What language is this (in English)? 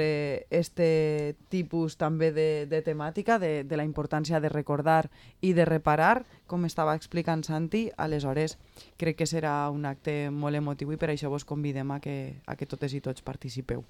Catalan